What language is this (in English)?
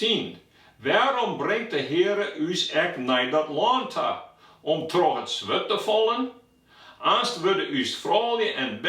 Western Frisian